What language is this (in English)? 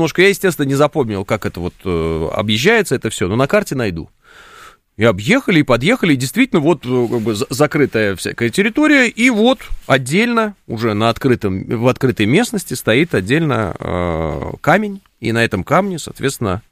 Russian